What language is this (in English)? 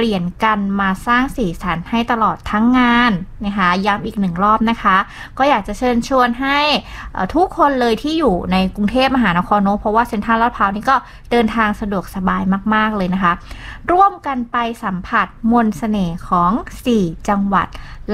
Thai